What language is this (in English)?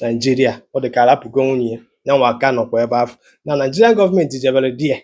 Igbo